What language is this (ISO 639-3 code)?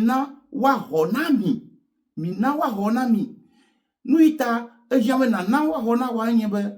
ewe